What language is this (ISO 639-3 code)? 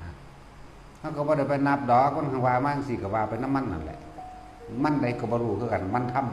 tts